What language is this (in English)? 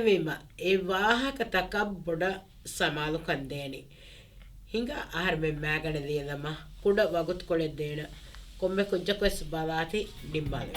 Divehi